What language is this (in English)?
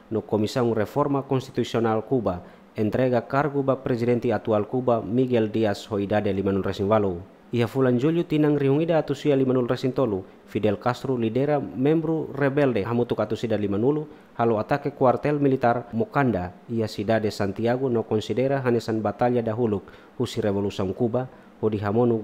Tetum